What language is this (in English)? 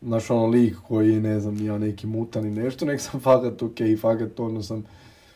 Croatian